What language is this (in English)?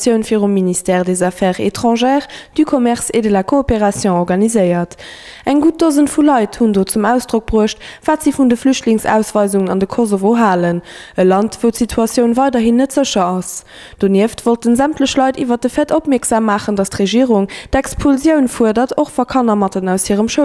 Luxembourgish